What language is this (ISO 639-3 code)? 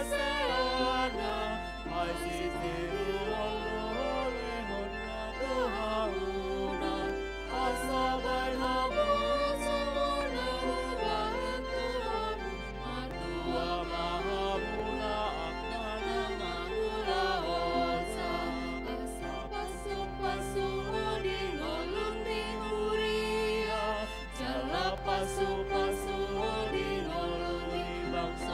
bbc